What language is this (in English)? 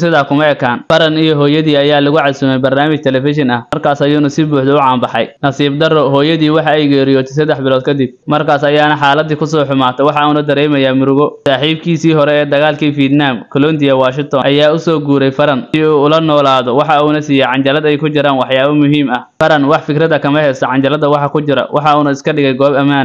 Somali